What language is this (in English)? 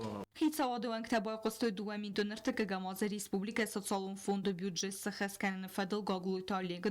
Ossetic